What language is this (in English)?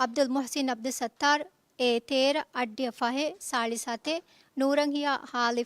Divehi